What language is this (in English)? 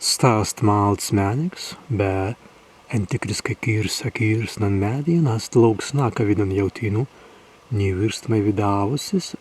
Prussian